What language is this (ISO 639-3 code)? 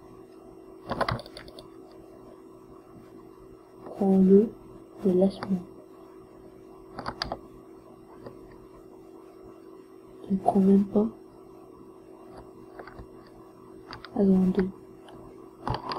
fra